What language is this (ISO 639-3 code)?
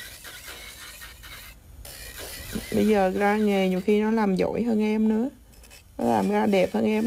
vie